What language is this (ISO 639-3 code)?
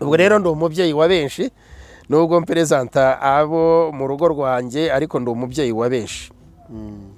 kin